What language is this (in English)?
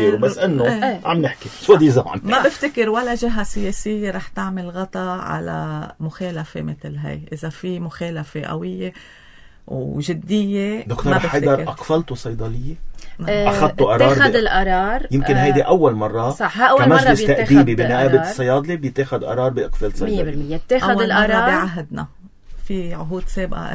North Levantine Arabic